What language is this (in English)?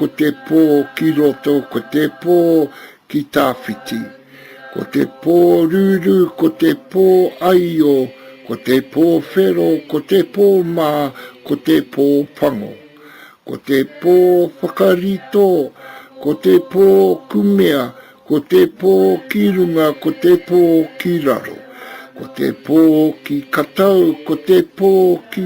Māori